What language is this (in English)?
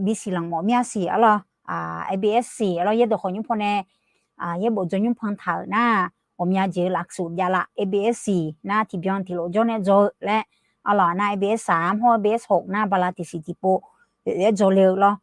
Akha